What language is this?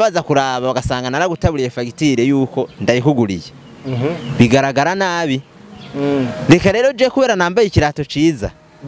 Rundi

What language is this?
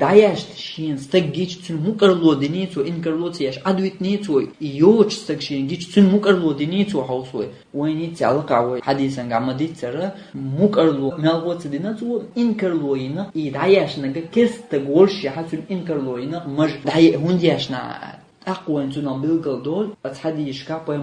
Chechen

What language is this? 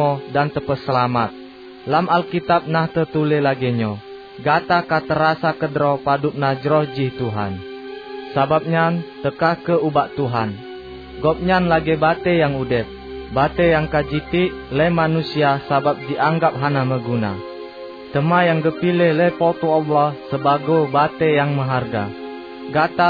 Achinese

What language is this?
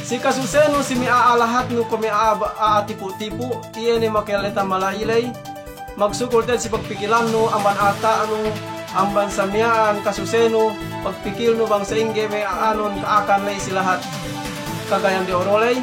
Yakan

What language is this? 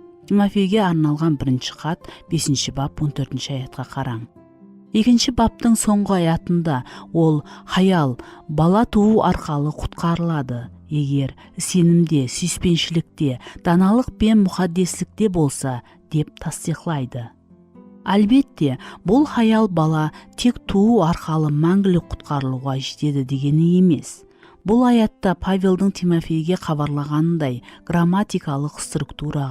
Kara-Kalpak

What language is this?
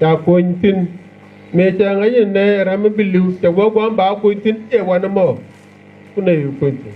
Nuer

